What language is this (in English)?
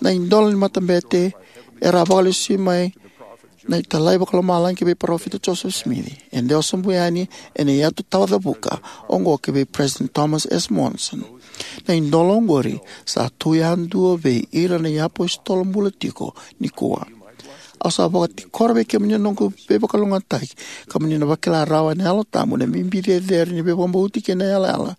Fijian